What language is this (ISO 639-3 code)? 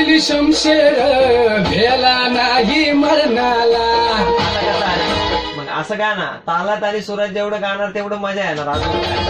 mar